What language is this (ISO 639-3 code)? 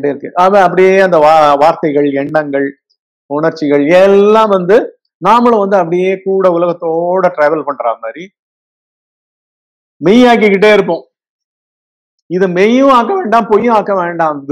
tam